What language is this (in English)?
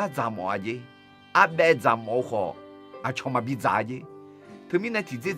Akha